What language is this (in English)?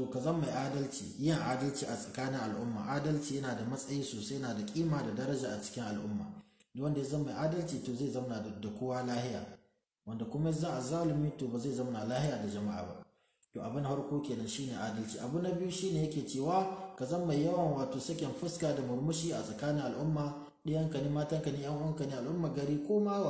Hausa